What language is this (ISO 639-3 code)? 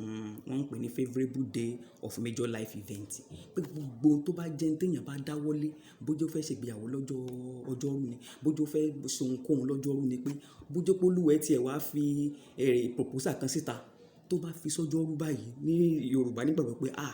yor